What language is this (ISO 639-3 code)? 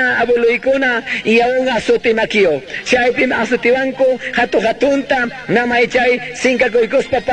que